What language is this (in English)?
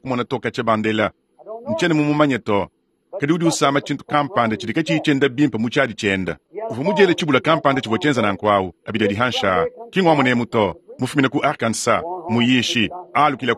Luba-Lulua